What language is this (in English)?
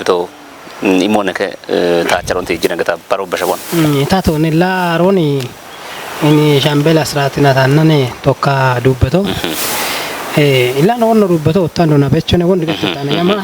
Kafa